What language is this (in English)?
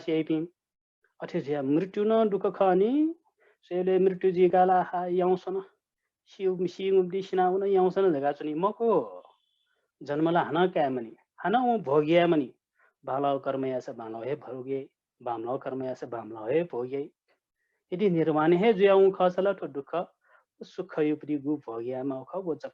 Newari